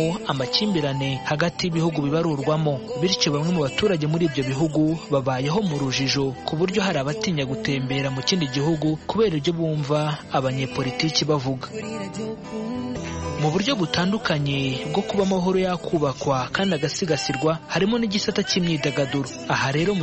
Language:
Kinyarwanda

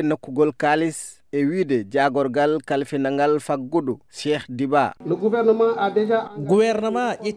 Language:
Fula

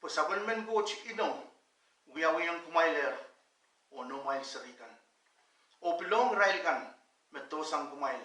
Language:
Pohnpeian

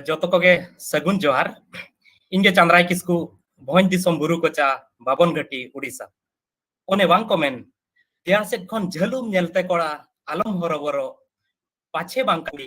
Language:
Santali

